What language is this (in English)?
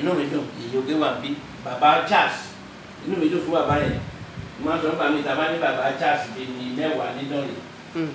Yoruba